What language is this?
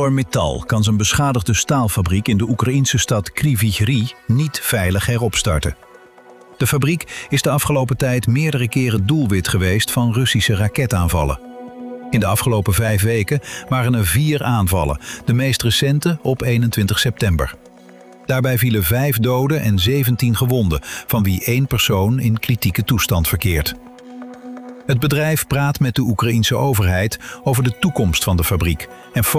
Dutch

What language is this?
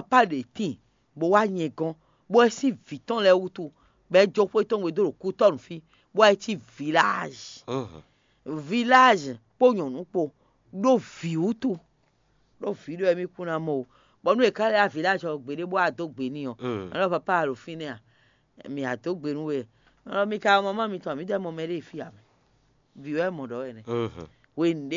Fon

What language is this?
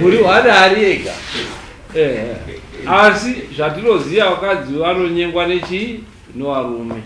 Shona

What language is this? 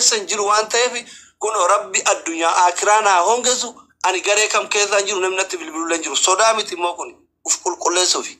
Oromo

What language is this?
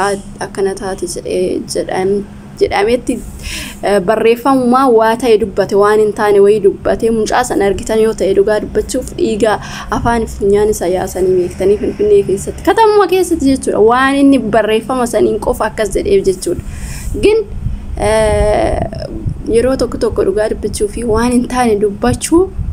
Oromo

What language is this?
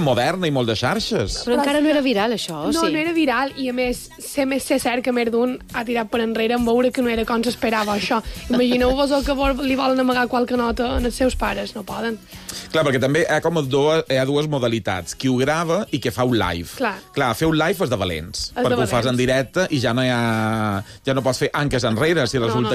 Catalan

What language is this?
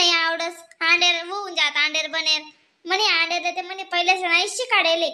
Khandesi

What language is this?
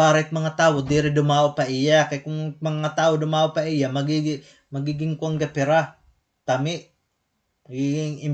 Waray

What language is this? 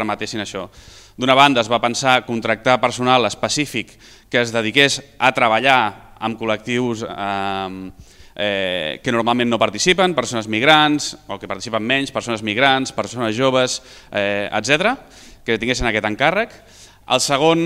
Catalan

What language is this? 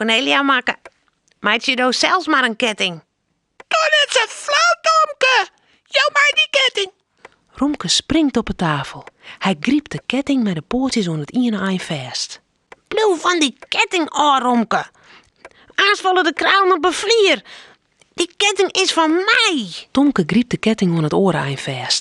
Western Frisian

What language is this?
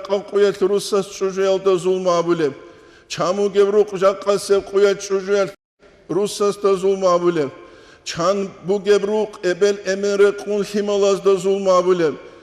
Avaric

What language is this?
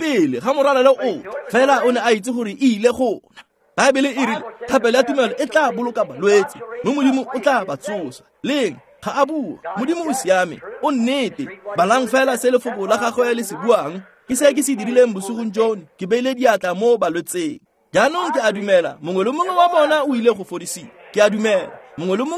Tswana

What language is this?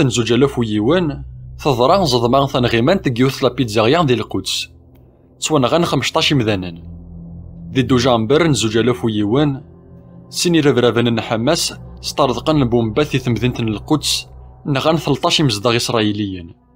Kabyle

